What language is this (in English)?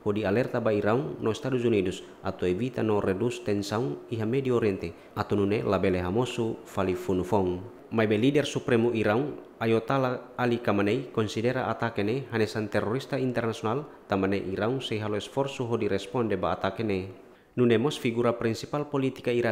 Tetum